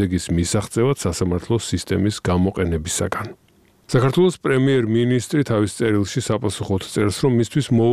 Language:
Georgian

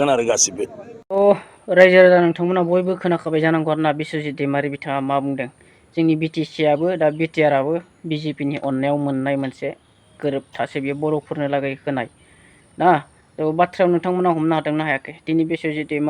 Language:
Bodo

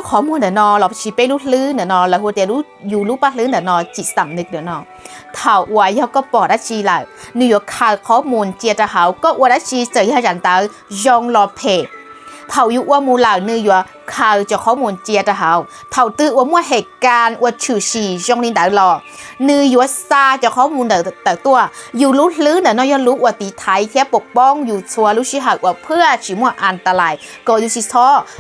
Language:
Hmong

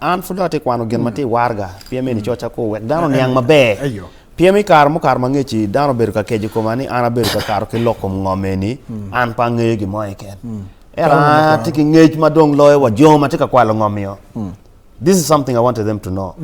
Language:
Acoli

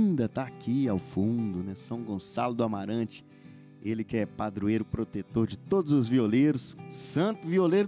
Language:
Portuguese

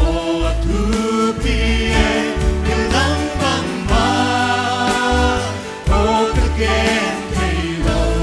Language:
Paite Chin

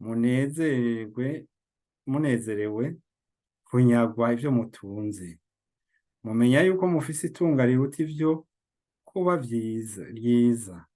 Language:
Rundi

